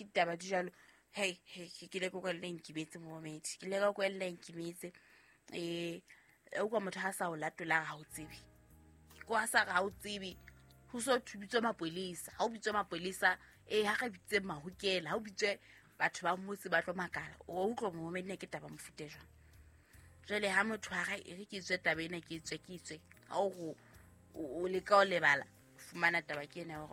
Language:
Southern Sotho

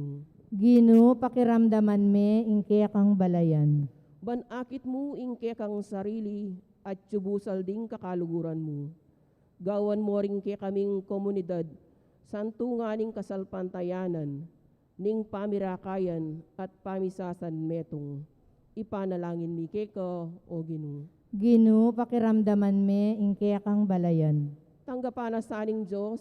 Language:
Pampanga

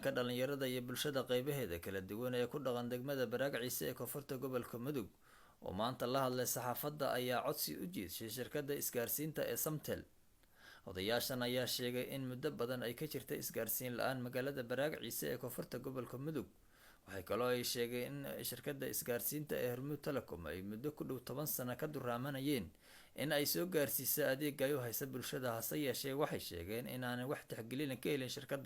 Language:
Somali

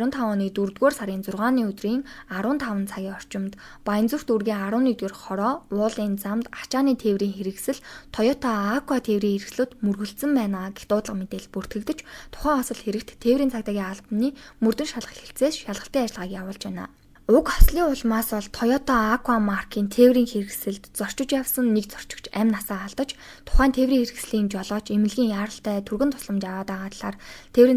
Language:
Mongolian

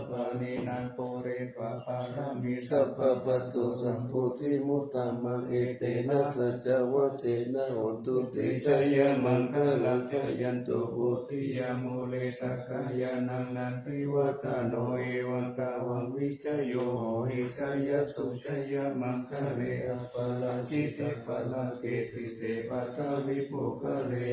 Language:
Pali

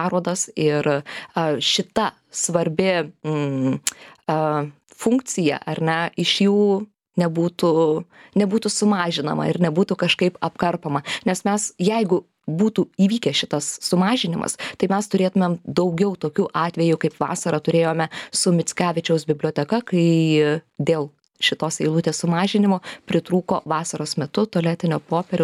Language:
Lithuanian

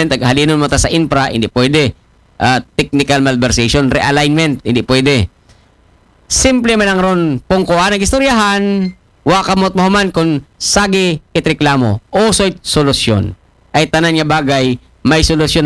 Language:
Aklanon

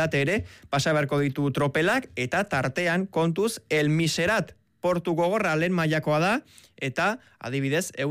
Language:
Basque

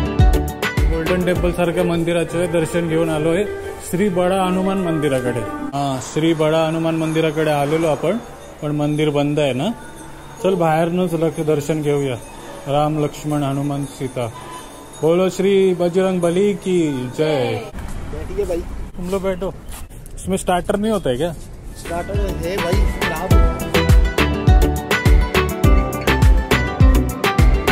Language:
Marathi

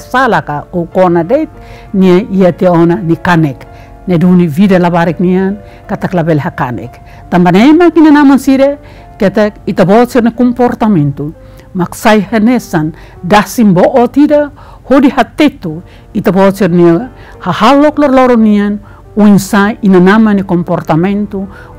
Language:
Tetum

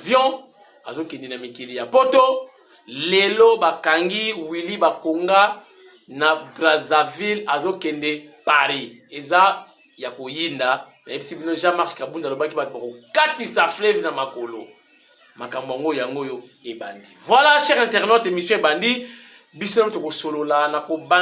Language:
Lingala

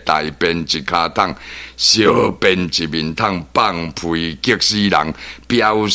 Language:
Min Nan Chinese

